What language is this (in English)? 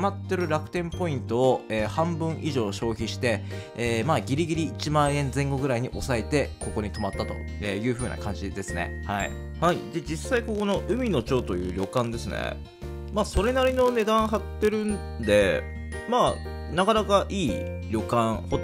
Japanese